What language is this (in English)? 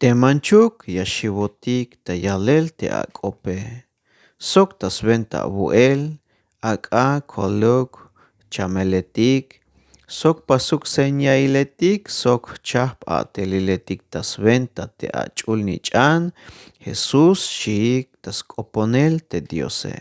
Tzeltal